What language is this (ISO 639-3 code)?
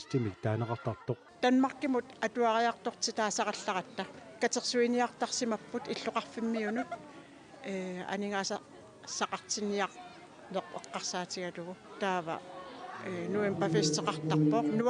kal